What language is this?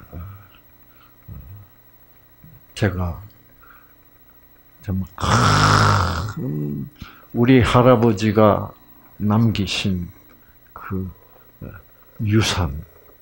Korean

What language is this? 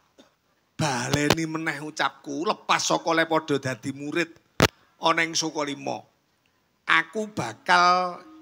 Javanese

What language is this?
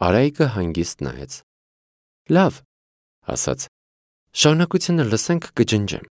Armenian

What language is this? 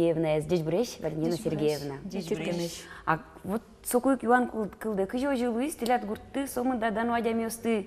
Udmurt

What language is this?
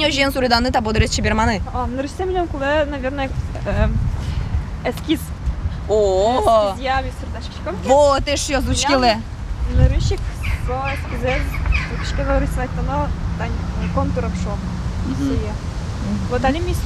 Udmurt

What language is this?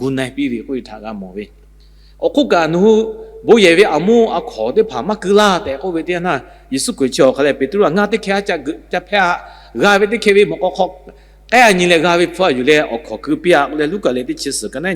Lahu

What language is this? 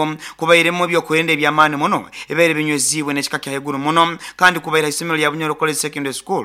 Nyoro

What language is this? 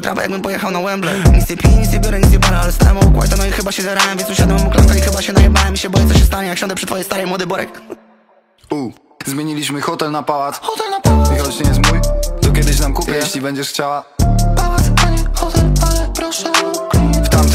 Polish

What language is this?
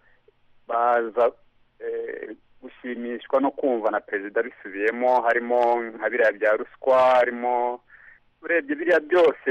Kinyarwanda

